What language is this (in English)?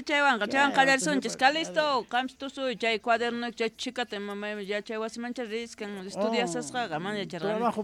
Quechua